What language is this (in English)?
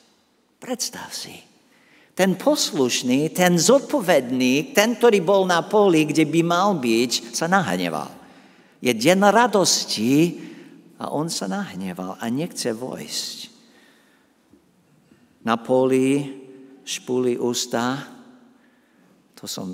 Slovak